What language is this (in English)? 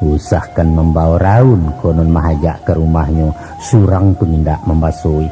Minangkabau